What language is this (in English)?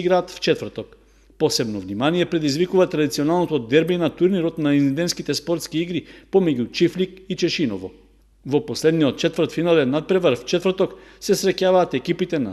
Macedonian